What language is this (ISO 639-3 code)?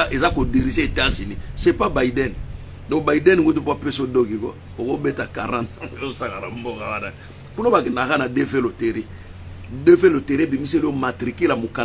lin